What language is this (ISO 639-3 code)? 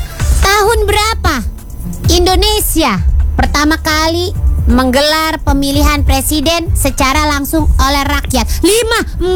ind